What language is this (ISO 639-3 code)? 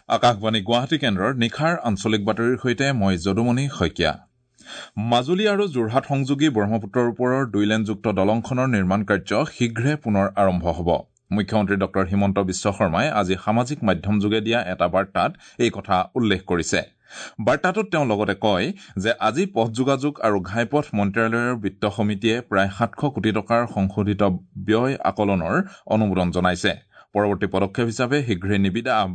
asm